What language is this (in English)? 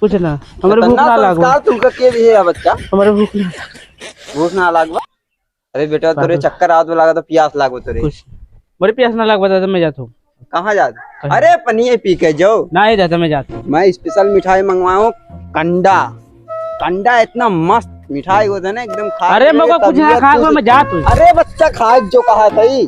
Awadhi